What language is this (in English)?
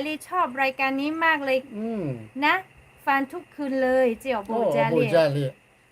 Lahu